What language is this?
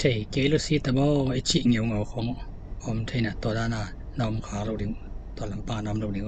Tedim Chin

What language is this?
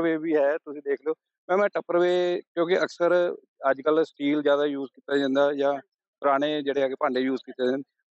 Punjabi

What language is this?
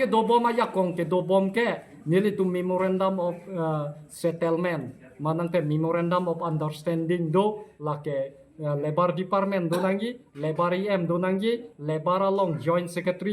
Karbi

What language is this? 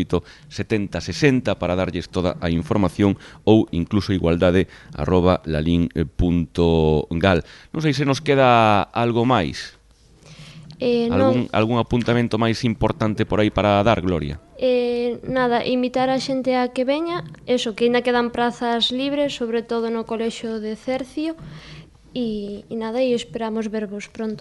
Galician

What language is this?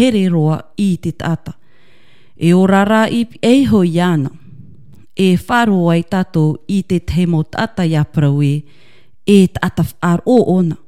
Tahitian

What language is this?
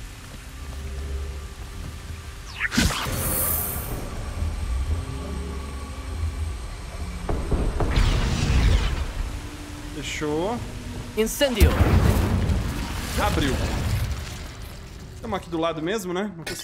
Portuguese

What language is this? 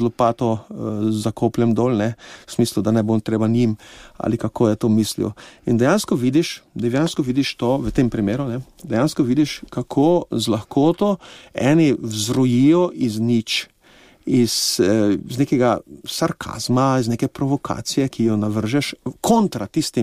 Slovenian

